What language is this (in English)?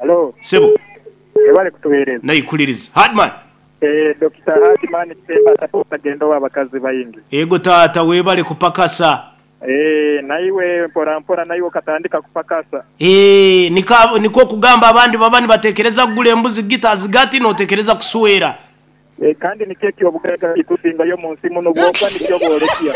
Nyoro